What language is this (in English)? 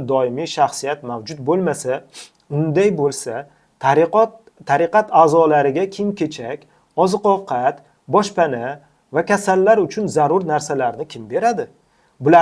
Uzbek